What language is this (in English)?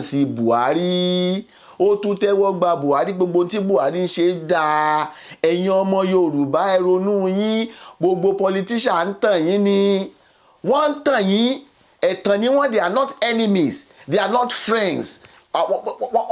Yoruba